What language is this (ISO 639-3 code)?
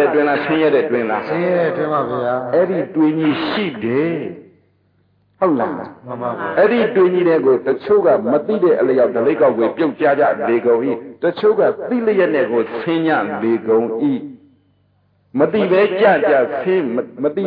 mya